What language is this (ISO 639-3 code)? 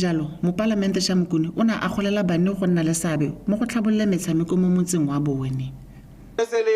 tsn